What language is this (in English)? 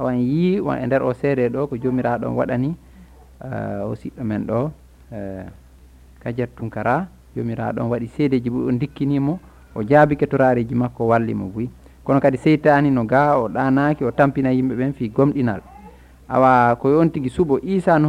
Fula